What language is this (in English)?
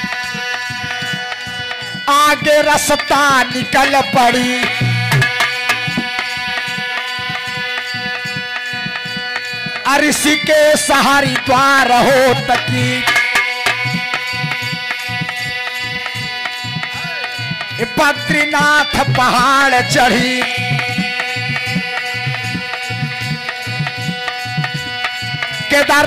Bhojpuri